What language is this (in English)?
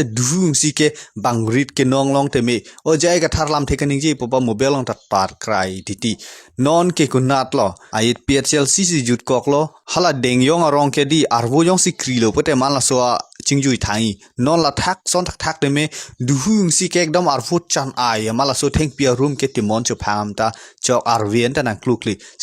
Karbi